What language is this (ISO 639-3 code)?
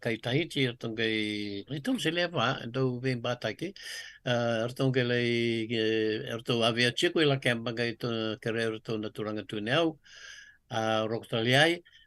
fij